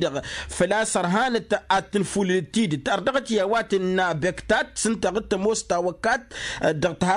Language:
Tamasheq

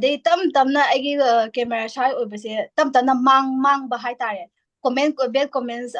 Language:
Manipuri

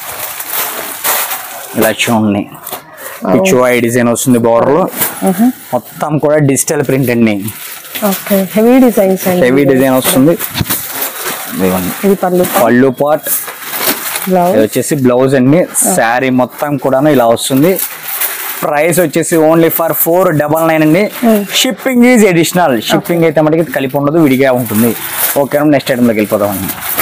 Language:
Telugu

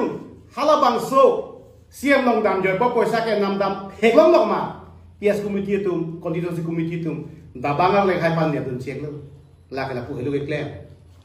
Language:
Karbi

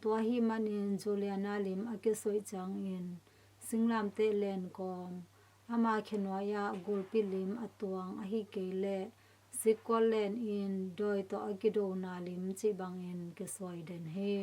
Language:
Tedim Chin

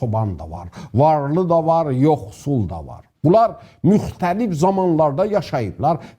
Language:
South Azerbaijani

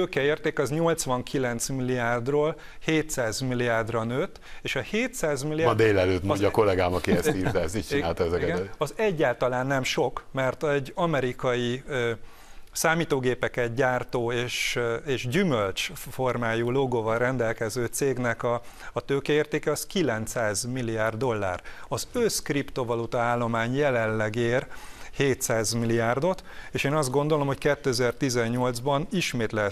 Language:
Hungarian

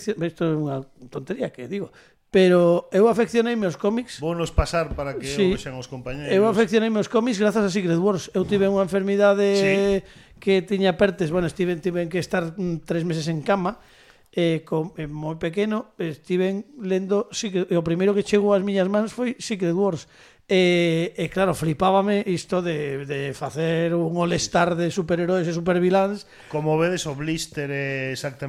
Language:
Galician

